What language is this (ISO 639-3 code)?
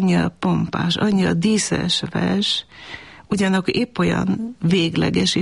hun